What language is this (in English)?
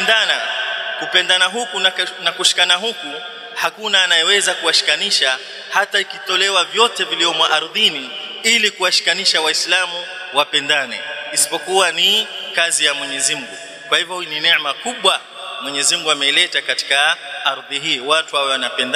Swahili